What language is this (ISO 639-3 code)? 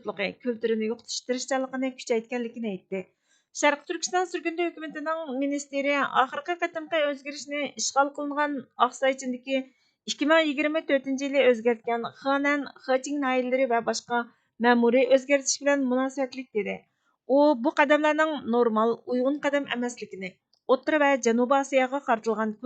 uig